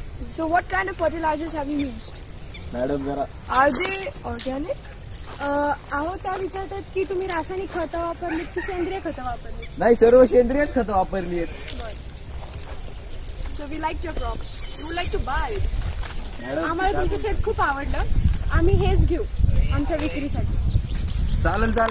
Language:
Marathi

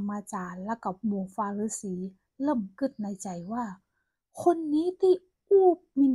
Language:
Northern Thai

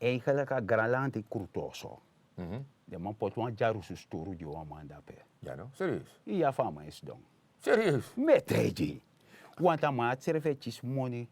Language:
Sranan Tongo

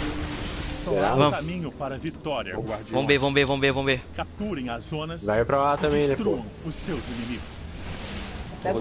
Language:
Portuguese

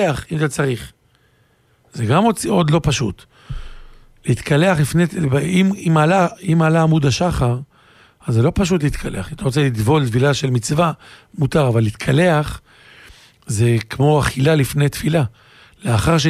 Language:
Hebrew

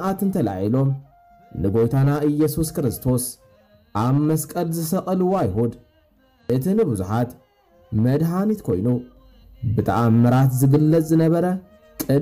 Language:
Tigrinya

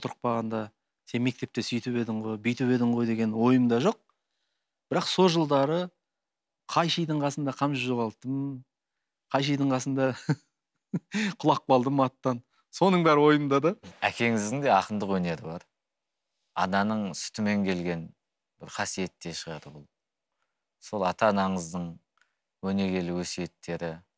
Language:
Kazakh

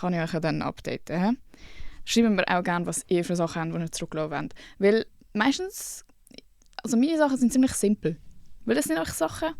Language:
Swiss German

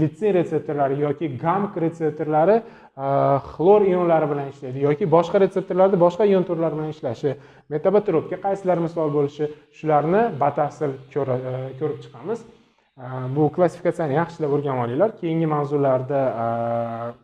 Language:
Uzbek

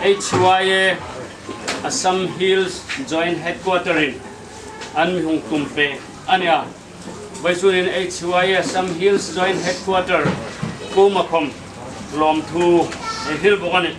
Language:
Hmar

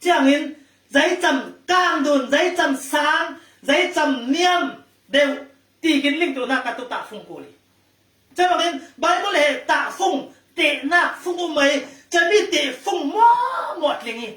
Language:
Falam Chin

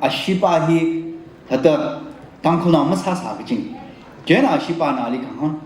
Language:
Tangkhul Naga (India)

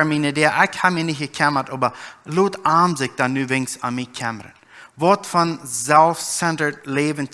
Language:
Plautdietsch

